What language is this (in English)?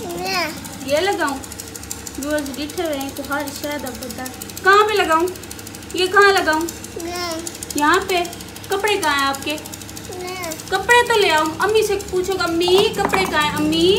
Saraiki